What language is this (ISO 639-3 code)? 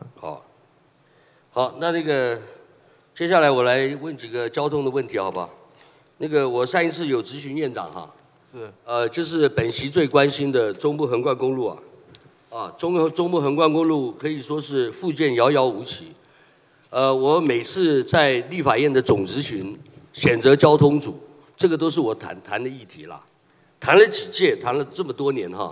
zho